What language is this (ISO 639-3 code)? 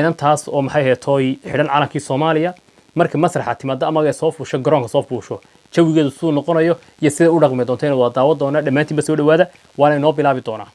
som